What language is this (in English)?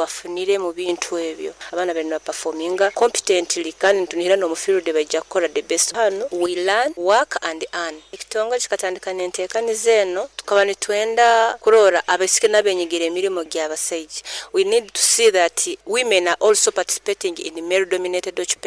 Nyoro